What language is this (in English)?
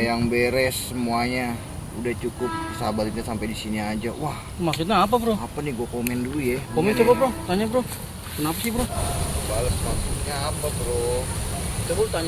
Betawi